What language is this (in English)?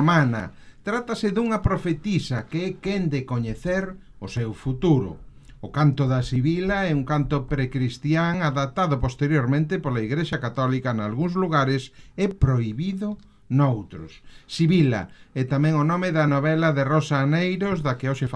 Galician